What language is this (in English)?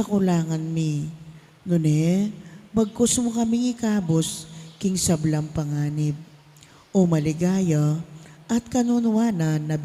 Pampanga